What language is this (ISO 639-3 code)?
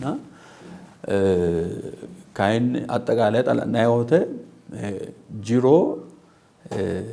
sid